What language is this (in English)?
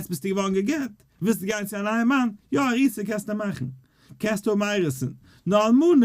Yiddish